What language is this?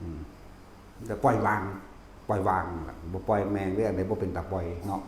Northeastern Thai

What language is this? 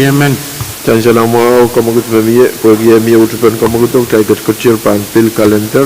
Pohnpeian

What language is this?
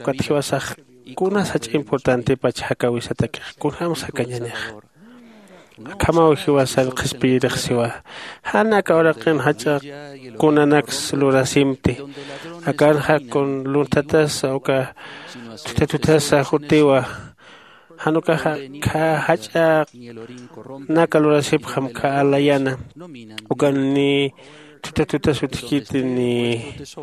Aymara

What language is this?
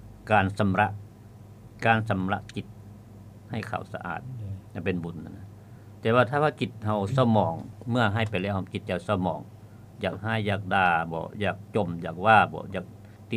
Lao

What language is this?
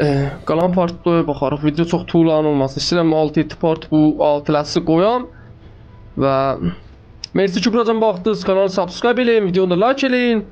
South Azerbaijani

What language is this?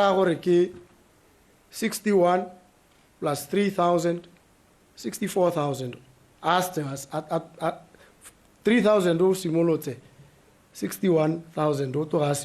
Tswana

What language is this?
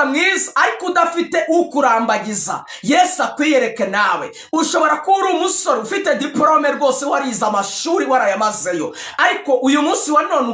Kinyarwanda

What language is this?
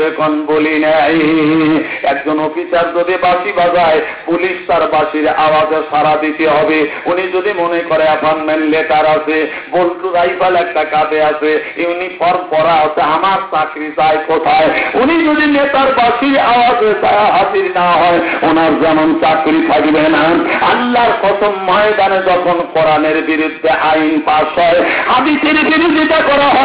Bangla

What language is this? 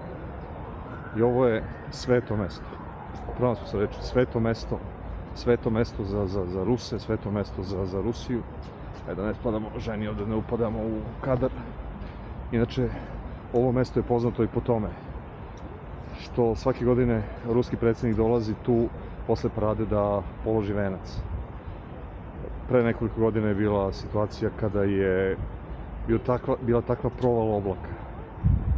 Serbian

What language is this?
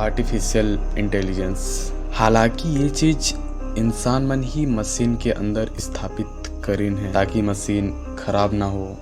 Chhattisgarhi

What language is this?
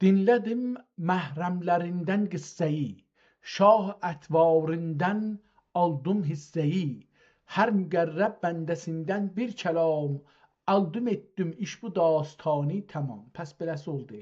South Azerbaijani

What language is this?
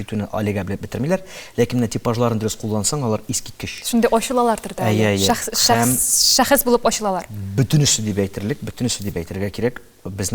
Tatar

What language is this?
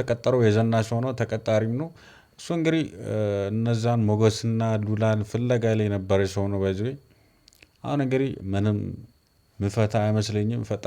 Amharic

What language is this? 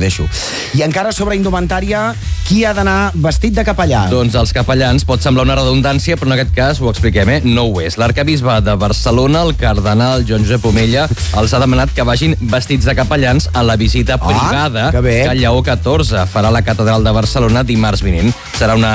Catalan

